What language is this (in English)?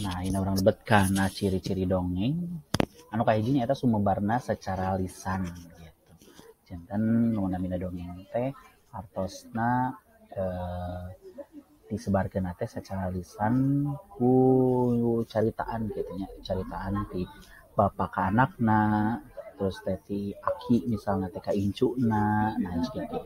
Sundanese